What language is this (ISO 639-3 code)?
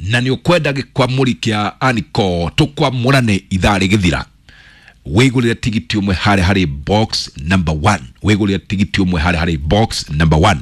kik